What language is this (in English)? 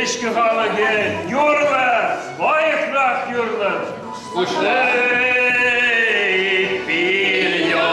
Chuvash